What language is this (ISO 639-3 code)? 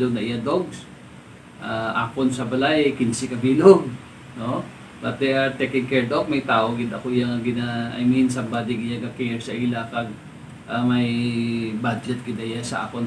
hil